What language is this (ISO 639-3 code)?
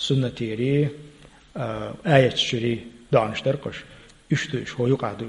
che